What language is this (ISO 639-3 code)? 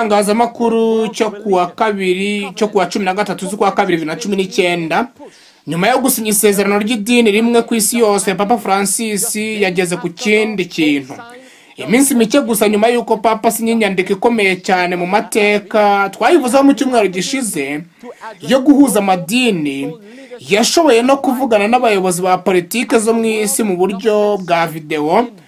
kin